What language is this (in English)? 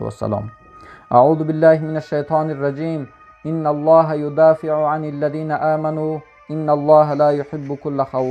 Tajik